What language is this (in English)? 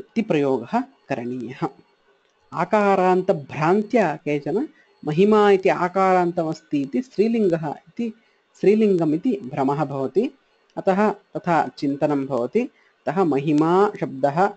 Sanskrit